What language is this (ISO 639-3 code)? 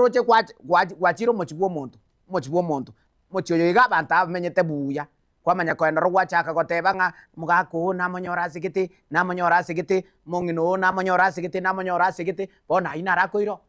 guz